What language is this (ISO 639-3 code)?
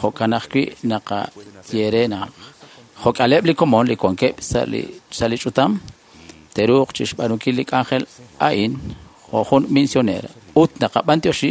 kek